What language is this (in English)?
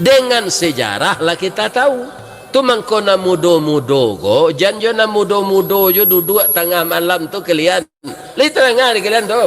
Minangkabau